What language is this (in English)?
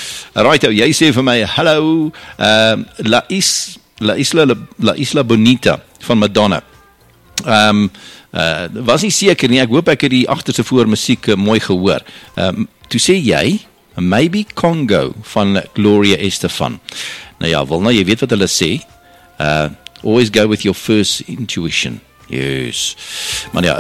Afrikaans